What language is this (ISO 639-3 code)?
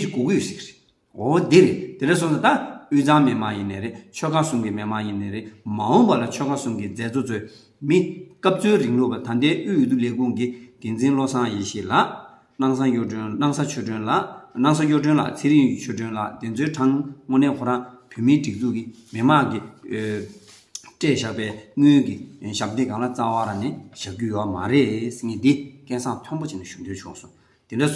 bod